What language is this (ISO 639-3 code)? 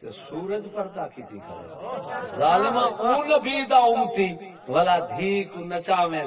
skr